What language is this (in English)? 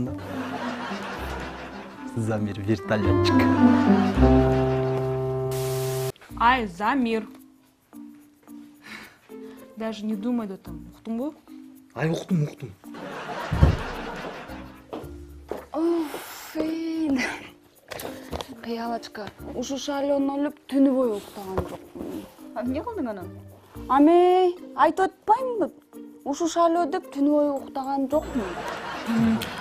Kyrgyz